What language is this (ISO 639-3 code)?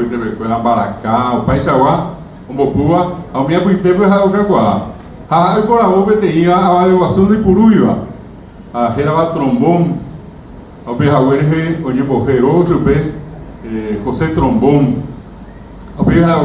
grn